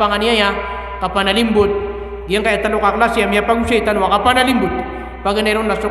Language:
Maranao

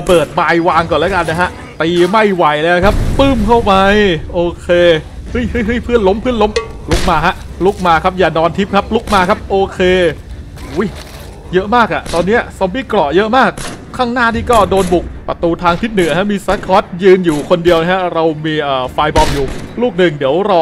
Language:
Thai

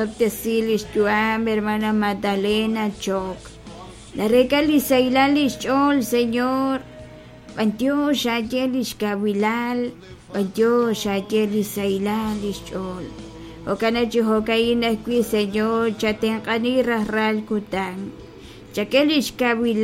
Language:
Kekchí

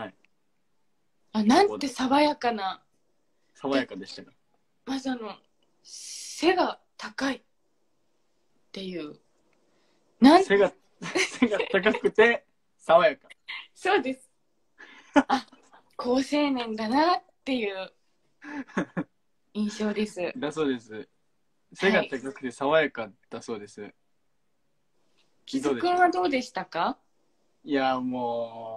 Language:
Japanese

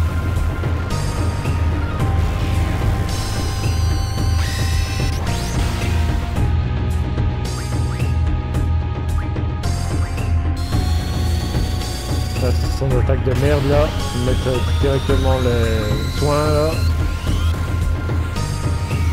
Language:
French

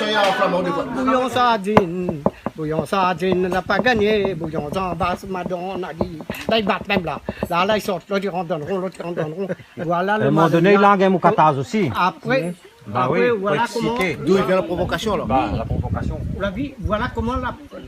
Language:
Réunion Creole French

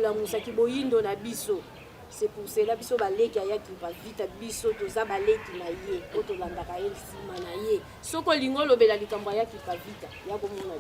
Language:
Lingala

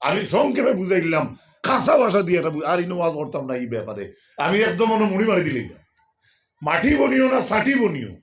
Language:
Sylheti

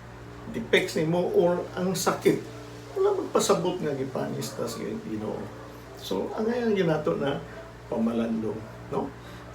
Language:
Cebuano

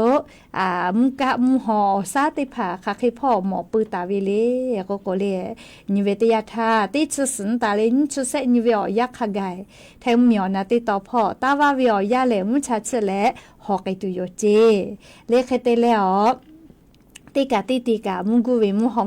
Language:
Lahu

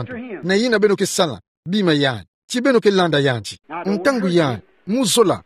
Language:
Kituba (Democratic Republic of Congo)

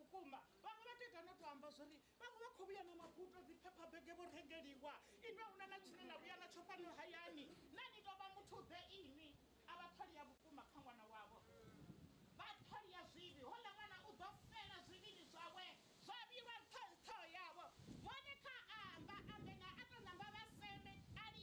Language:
Venda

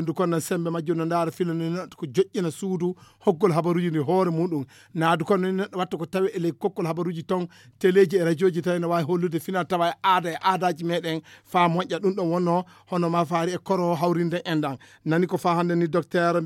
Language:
Fula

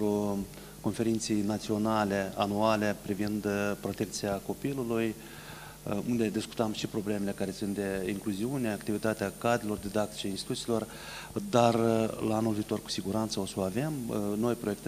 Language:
Romanian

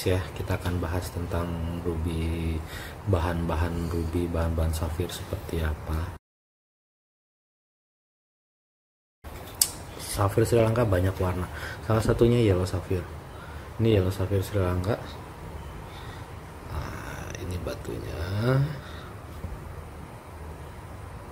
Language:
Indonesian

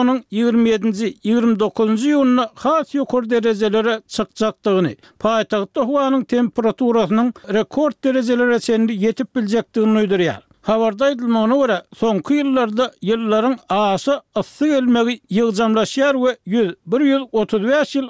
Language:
Turkmen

